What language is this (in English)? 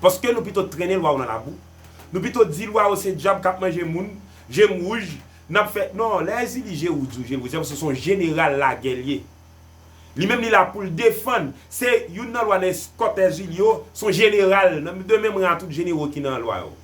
Haitian Creole